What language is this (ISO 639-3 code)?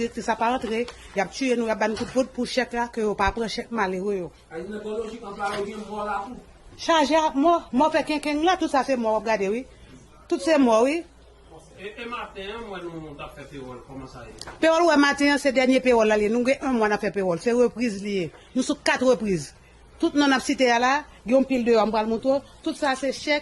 hat